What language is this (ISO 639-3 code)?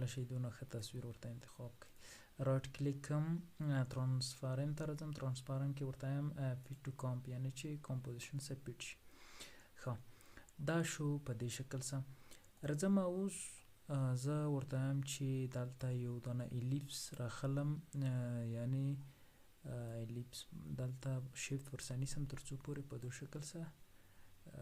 pus